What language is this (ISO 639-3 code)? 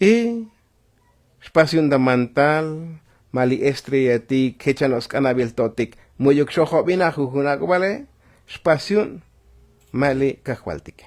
tzo